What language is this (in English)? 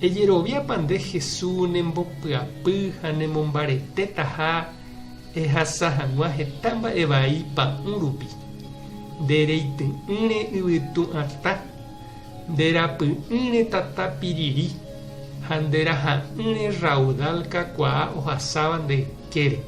Guarani